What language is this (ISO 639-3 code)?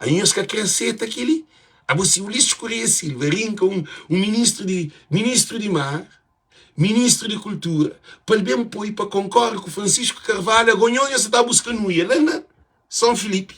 kea